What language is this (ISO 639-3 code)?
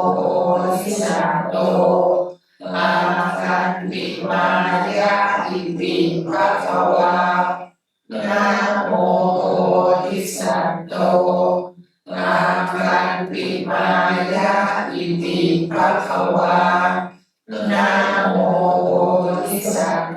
pli